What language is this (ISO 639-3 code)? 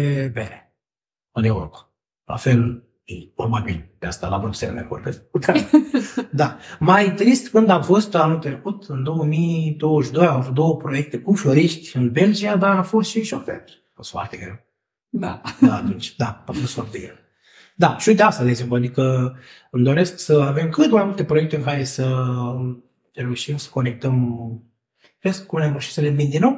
ron